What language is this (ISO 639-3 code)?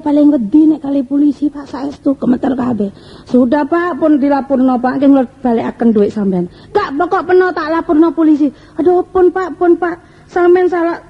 jav